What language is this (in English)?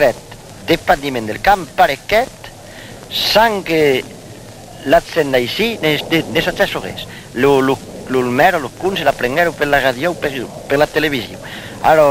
Occitan